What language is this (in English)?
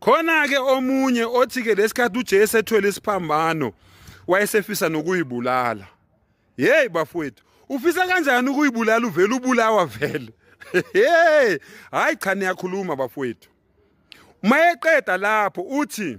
Zulu